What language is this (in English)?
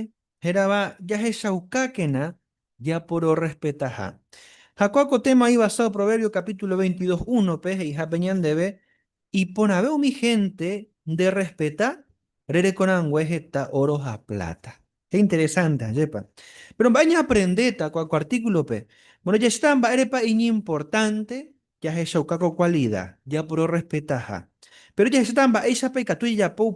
Guarani